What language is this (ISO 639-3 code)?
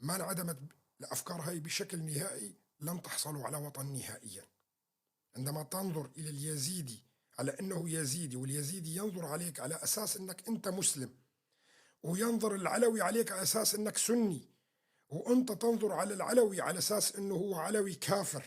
apc